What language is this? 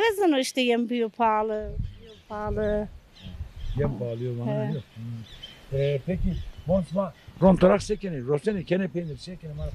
Zaza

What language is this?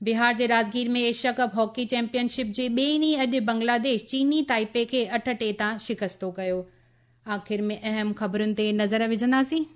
Sindhi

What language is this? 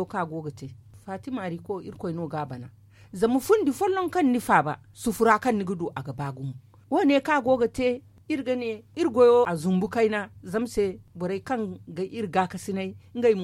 Zarma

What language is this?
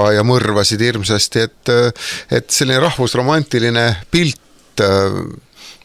Estonian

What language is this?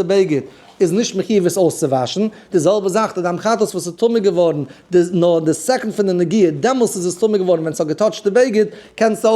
Yiddish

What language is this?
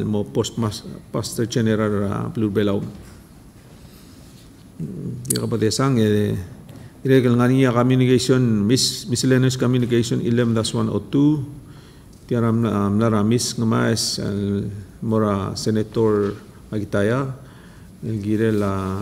Palauan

